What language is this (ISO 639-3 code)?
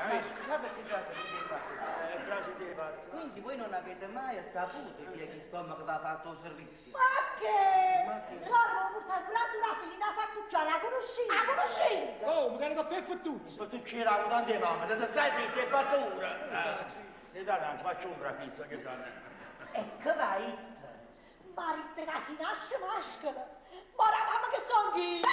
nap